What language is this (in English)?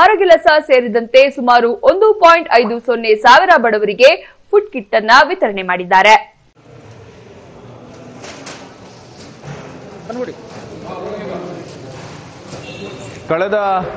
Kannada